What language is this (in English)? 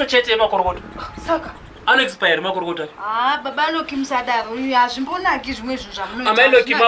Shona